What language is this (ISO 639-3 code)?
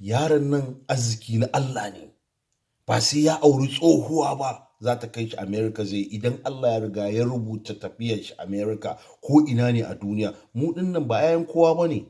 hau